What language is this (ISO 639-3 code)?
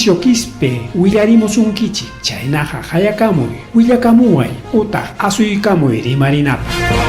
quy